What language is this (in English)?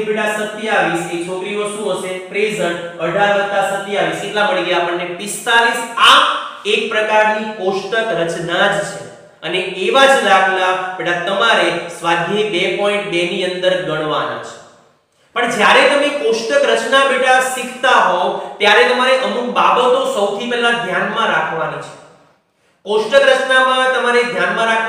Gujarati